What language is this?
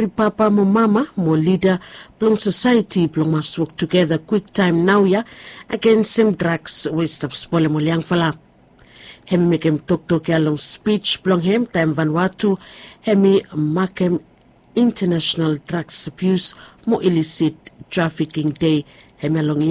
Bislama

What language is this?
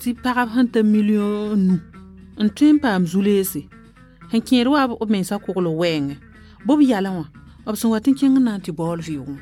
Mossi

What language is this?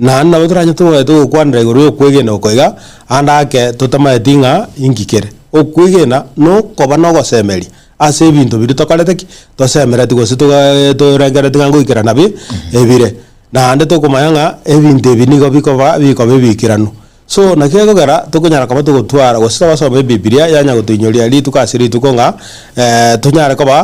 Gusii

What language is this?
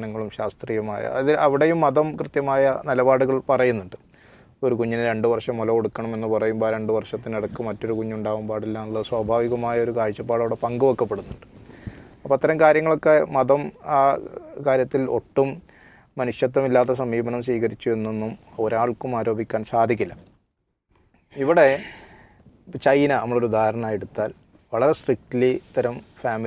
Malayalam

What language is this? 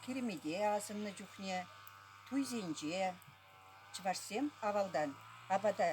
Chuvash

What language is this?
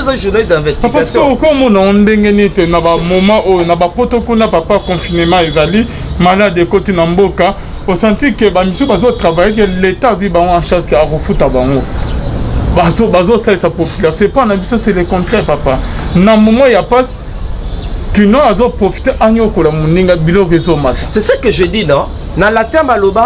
Lingala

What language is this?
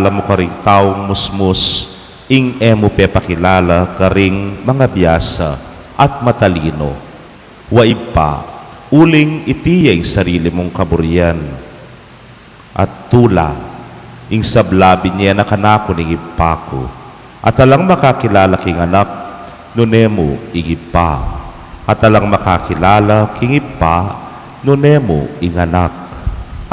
Pampanga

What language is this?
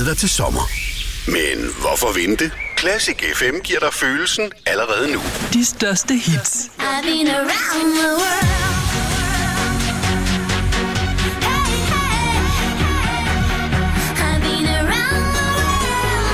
Danish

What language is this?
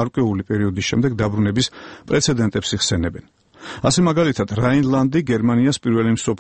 Georgian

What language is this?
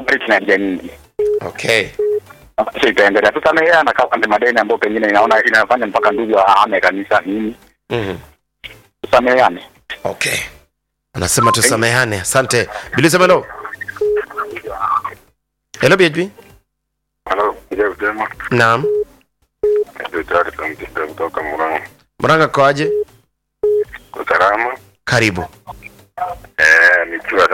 Swahili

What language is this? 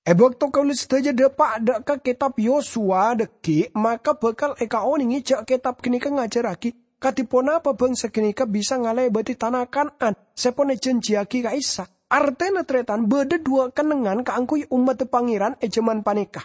Madurese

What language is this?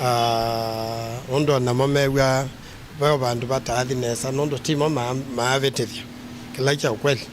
Kamba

